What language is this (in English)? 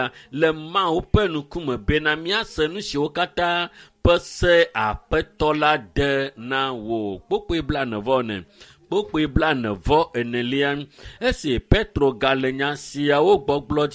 Ewe